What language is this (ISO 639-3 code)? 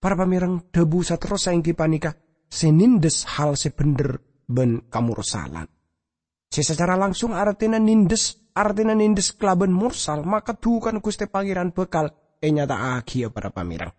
mad